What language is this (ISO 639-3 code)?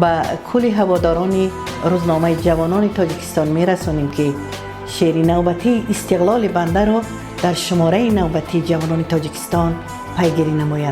tgk